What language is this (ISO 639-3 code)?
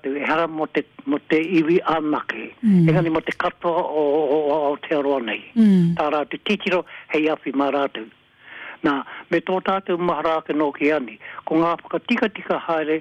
mri